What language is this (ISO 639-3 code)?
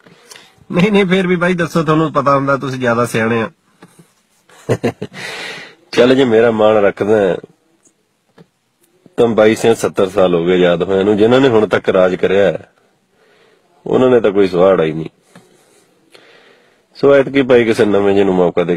pan